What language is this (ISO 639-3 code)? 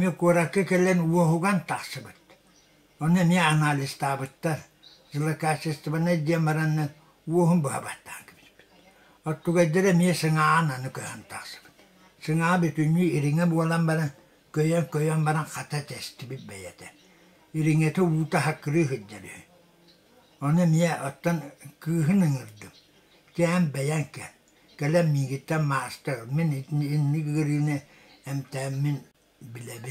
sah